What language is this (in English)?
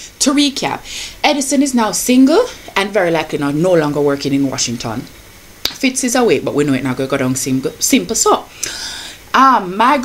Jamaican Creole English